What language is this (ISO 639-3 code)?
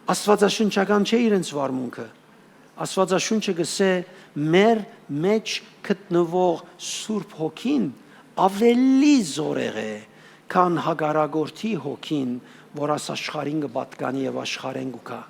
hyw